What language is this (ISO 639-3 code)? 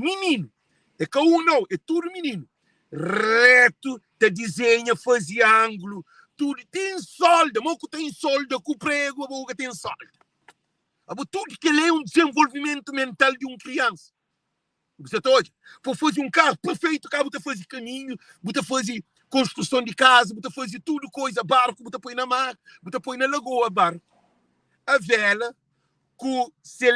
kea